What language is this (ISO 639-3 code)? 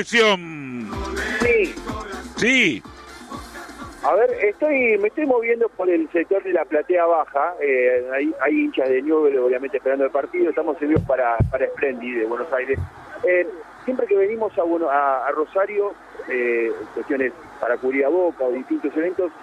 spa